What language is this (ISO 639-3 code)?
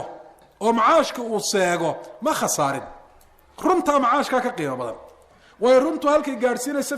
som